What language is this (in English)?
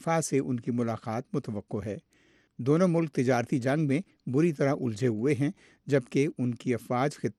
Urdu